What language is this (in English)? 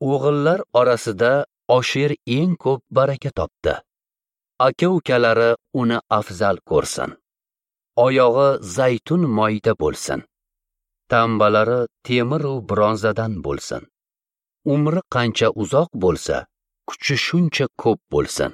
Uzbek